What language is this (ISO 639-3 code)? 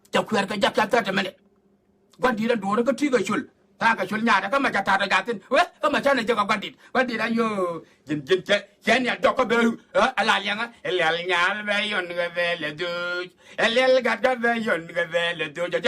nus